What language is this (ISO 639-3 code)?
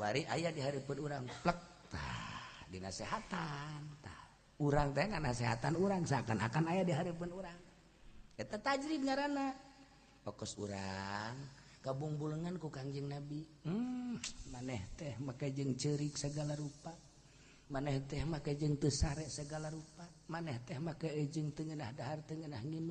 sun